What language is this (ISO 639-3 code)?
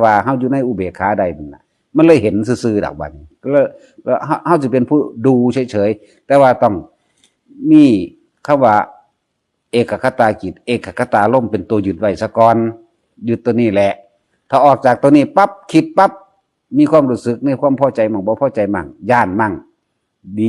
tts